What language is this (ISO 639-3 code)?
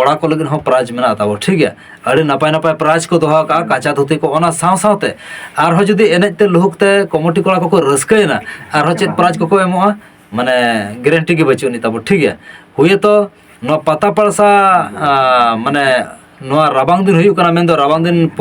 sat